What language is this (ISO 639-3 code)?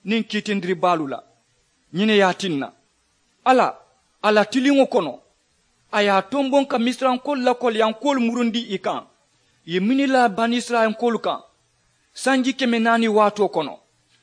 man